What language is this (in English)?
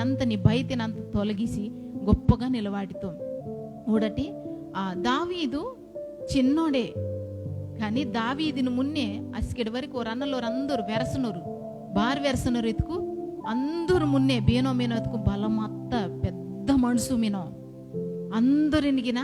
Koya